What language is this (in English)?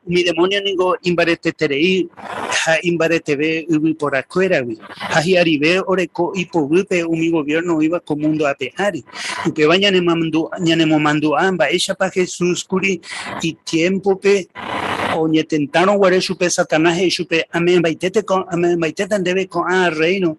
Guarani